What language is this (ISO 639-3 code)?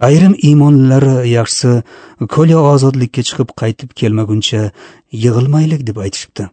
uzb